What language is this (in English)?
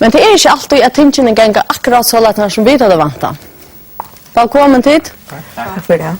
Faroese